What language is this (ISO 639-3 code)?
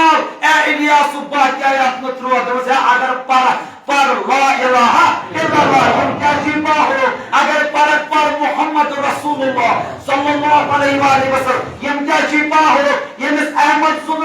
kas